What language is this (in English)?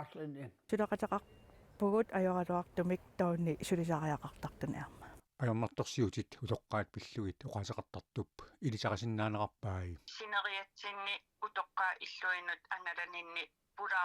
Kalaallisut